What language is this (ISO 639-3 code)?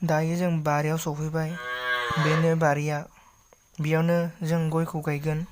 brx